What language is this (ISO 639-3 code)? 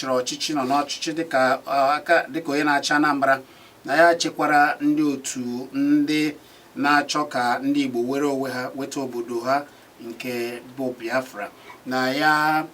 ibo